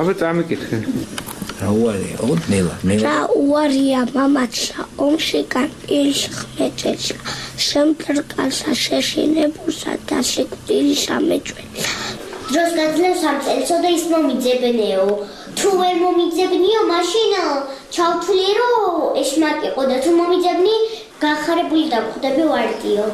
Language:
Georgian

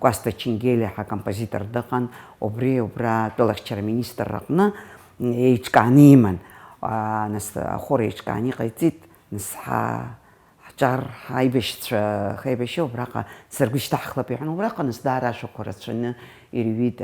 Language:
Abkhazian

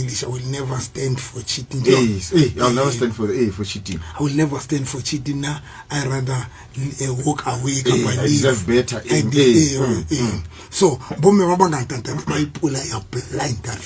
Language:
Southern Sotho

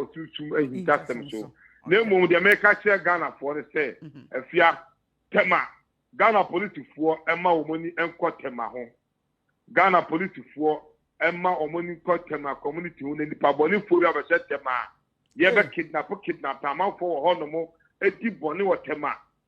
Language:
Akan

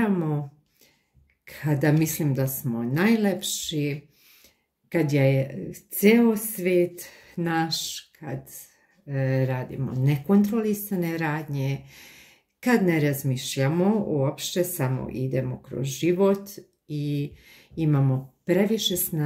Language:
Serbian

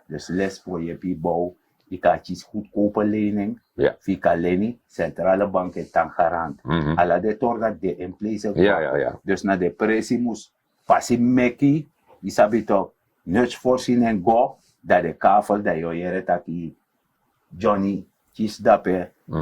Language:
Sranan Tongo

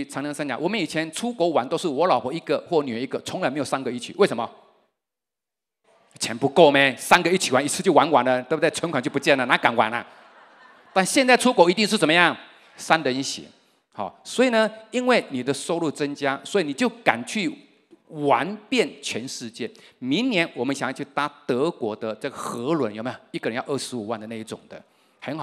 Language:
Chinese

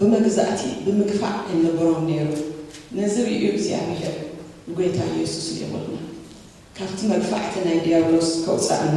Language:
Tigrinya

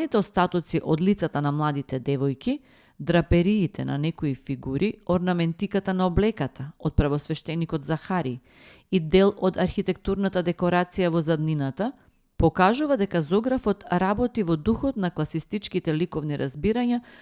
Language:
Macedonian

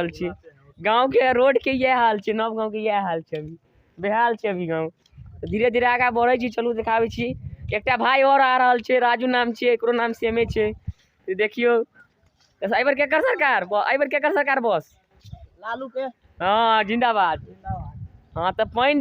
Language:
Maithili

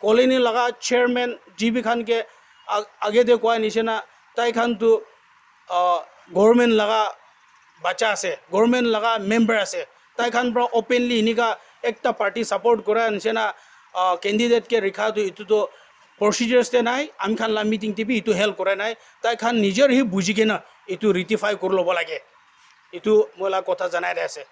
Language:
Naga Pidgin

